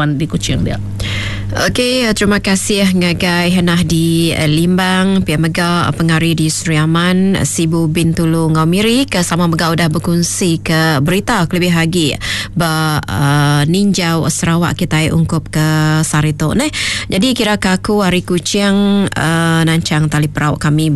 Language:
Iban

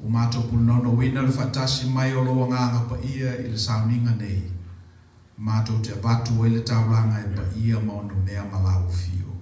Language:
Samoan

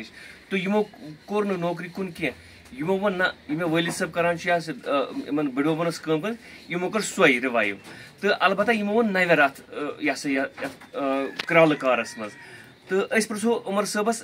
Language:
Kashmiri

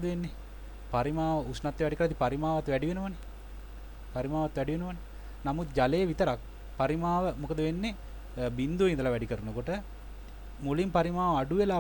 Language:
Sinhala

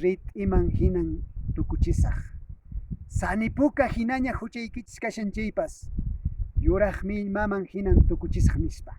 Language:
Quechua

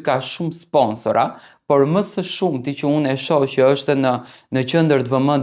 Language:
Albanian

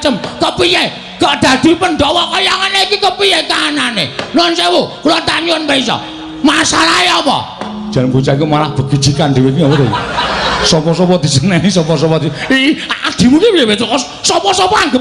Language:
Javanese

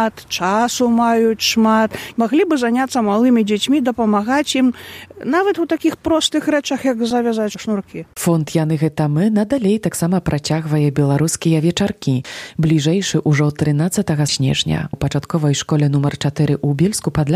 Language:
Belarusian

